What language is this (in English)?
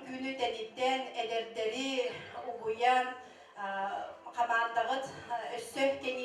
Yakut